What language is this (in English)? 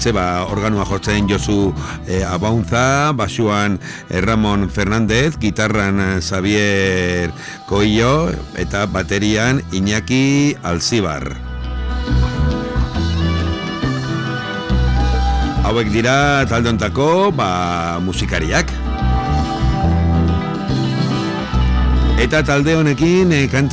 Basque